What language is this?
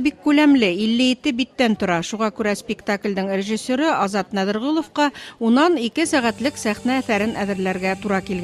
Bashkir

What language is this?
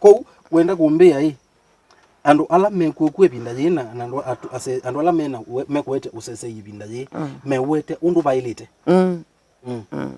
Kamba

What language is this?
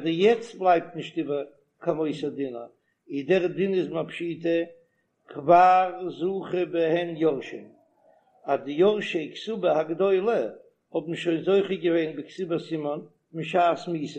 Yiddish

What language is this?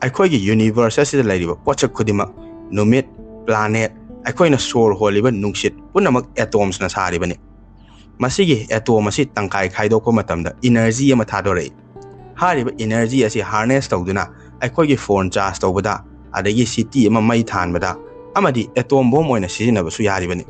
Manipuri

